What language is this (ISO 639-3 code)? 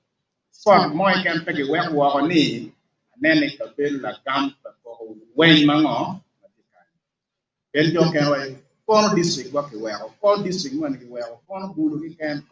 ach